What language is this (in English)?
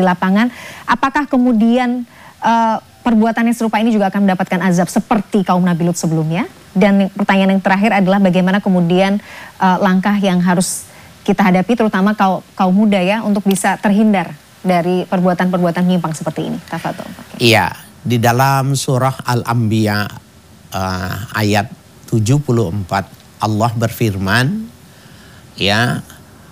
Indonesian